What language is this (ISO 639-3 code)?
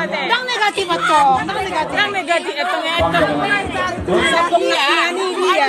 bbc